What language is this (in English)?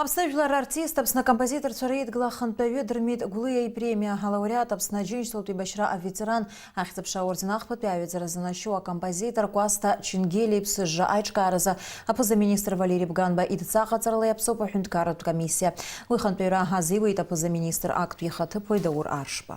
Abkhazian